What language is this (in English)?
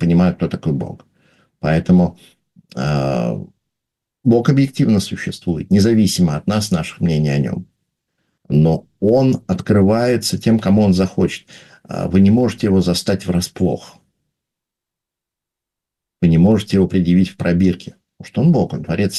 Russian